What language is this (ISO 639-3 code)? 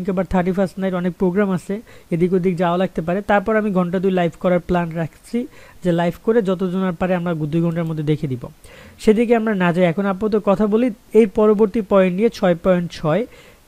ben